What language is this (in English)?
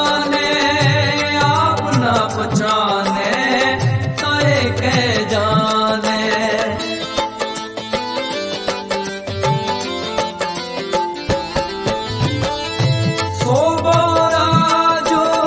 Bhojpuri